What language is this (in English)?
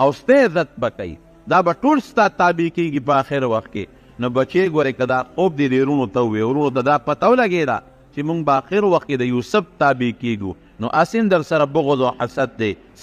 Pashto